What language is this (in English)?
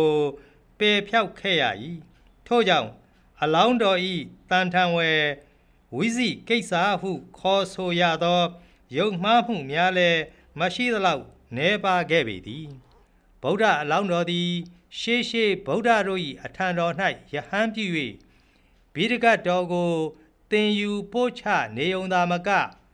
Burmese